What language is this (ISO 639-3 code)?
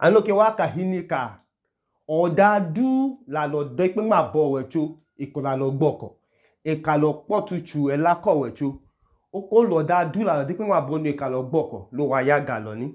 idu